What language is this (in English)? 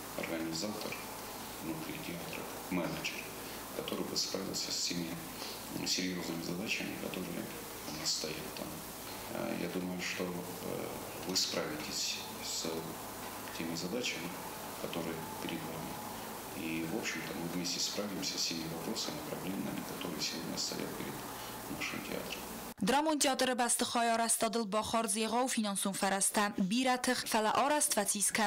Ossetic